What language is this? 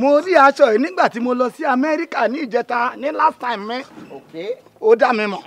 Yoruba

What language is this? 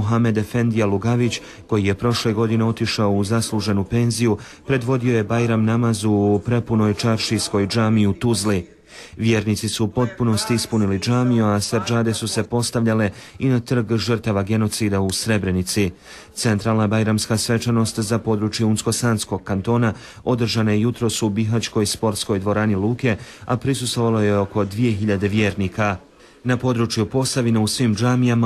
Bosnian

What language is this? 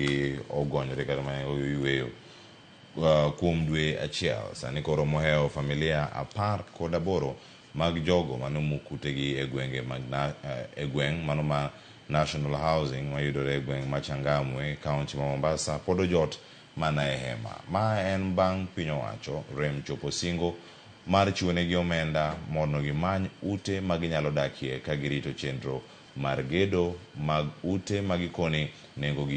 Luo (Kenya and Tanzania)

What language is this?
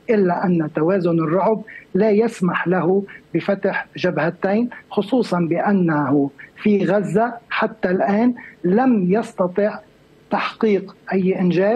Arabic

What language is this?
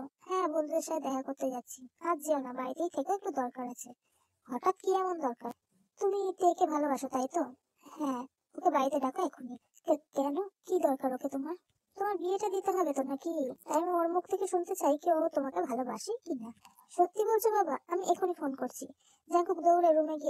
Bangla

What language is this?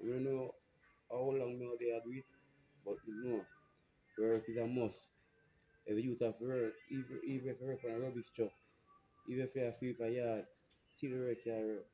Jamaican Creole English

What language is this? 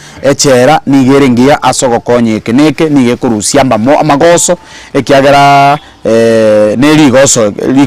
Gusii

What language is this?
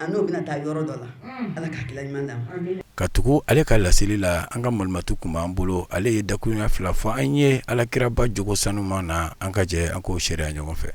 Bambara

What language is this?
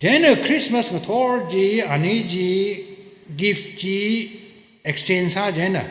Tangkhul Naga (India)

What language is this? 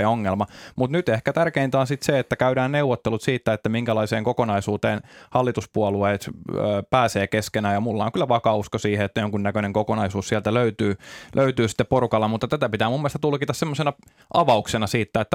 Finnish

